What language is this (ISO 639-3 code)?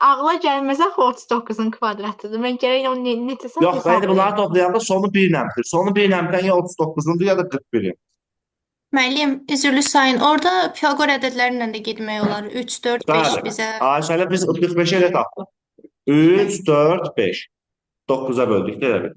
aze